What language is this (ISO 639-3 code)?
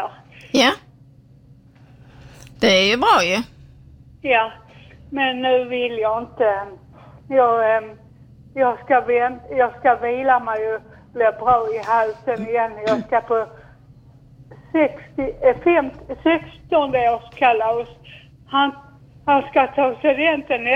swe